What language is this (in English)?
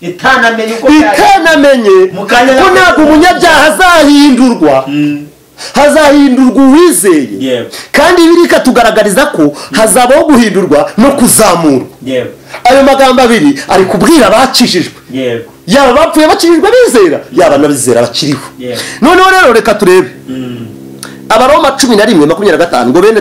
Kinyarwanda